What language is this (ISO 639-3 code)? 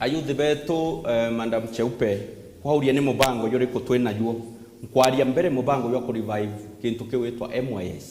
mer